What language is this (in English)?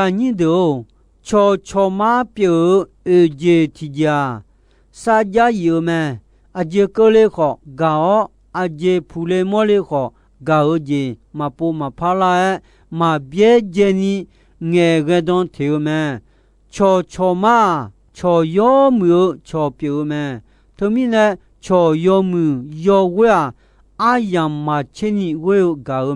Akha